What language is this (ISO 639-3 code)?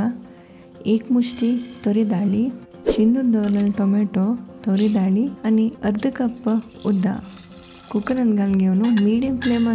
kok